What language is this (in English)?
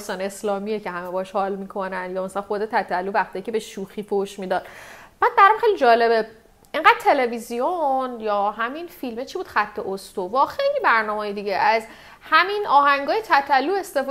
Persian